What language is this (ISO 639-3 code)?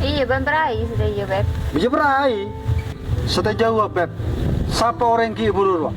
mad